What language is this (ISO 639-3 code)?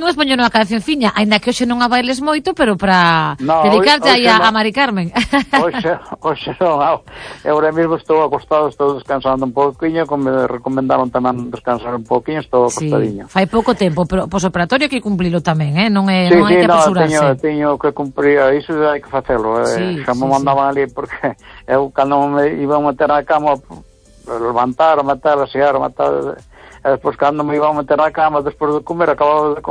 glg